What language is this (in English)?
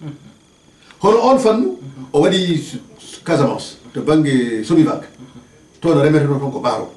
Fula